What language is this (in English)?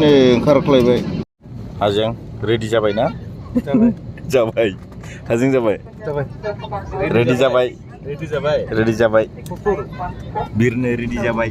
Bodo